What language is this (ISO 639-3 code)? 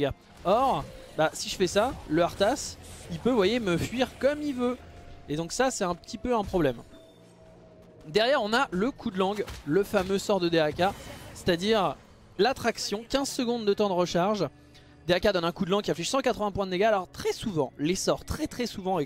fra